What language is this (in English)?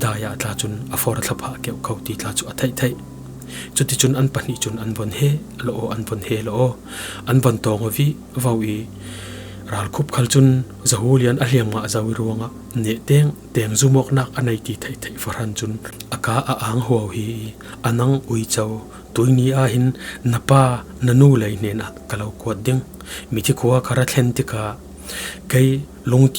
Falam Chin